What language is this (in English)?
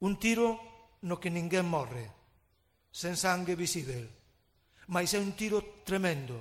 Galician